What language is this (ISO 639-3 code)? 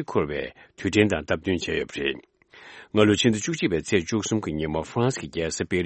bod